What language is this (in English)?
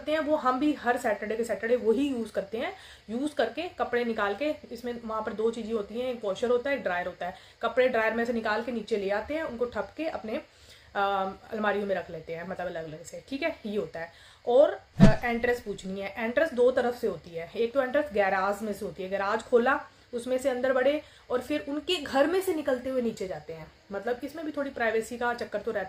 Hindi